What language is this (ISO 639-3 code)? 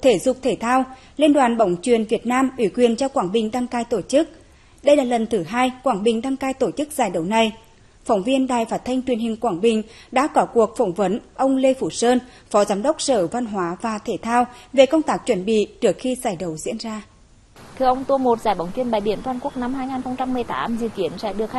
vie